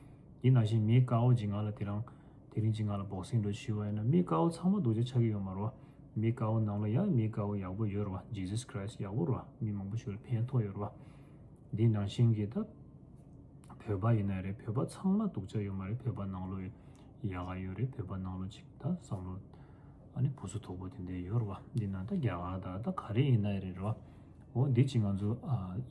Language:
Tibetan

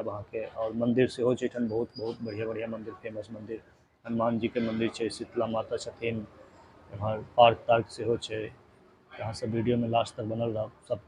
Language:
Maithili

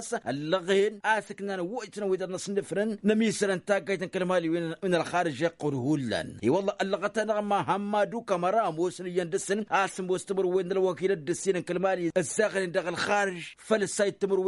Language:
Tamasheq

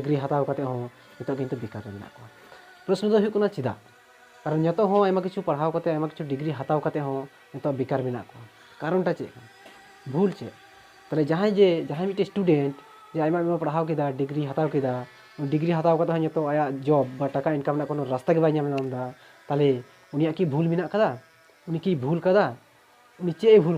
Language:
Santali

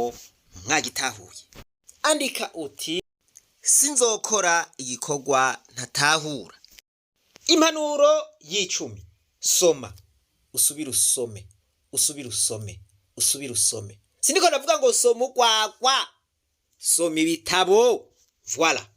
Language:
Rundi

